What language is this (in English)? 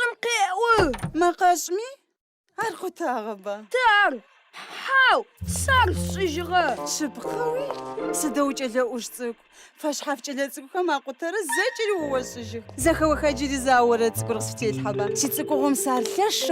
Adyghe